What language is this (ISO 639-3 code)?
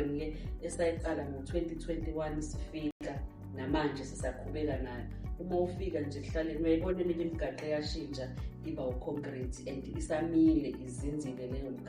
zul